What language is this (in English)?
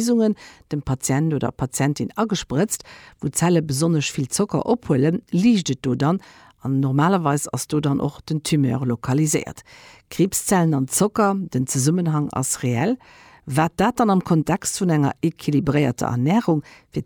Luxembourgish